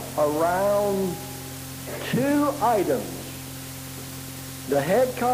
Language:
English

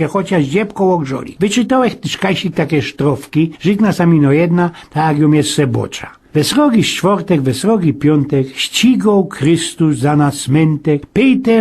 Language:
Silesian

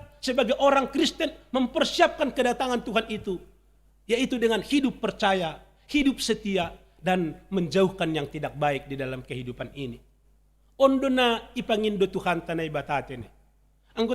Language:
Batak Simalungun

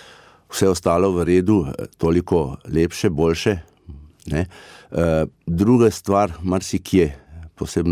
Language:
Slovenian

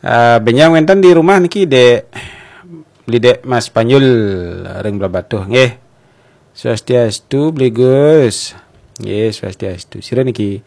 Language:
Balinese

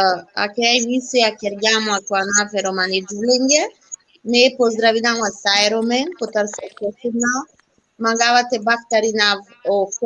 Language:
Balkan Romani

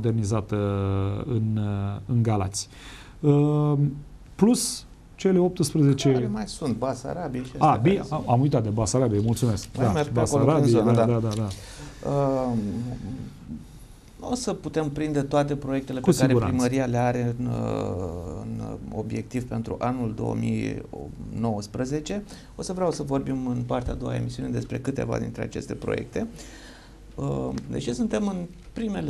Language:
Romanian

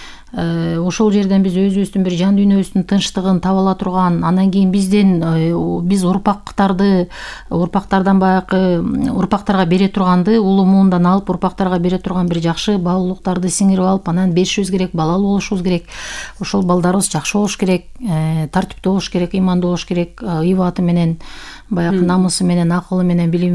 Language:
Kyrgyz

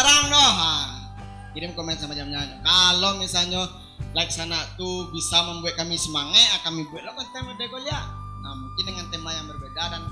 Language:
Minangkabau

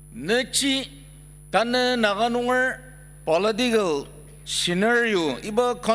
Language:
Ao Naga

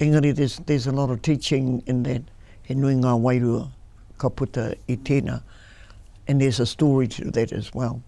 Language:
Māori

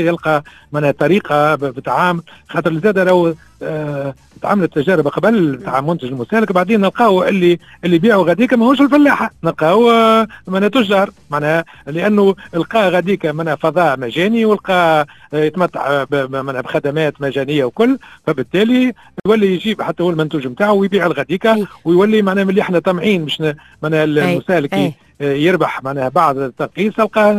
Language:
Tunisian Arabic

